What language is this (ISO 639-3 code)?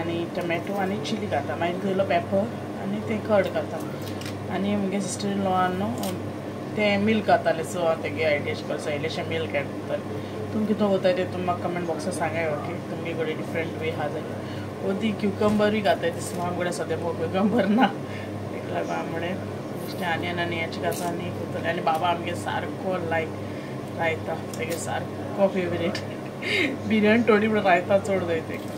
kok